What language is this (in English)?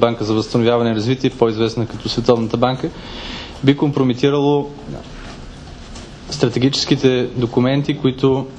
Bulgarian